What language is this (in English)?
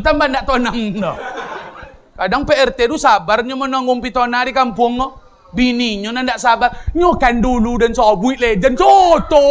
Minangkabau